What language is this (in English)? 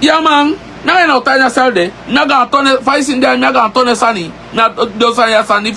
Sranan Tongo